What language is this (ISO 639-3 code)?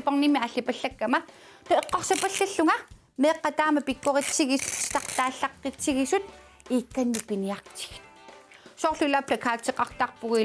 kal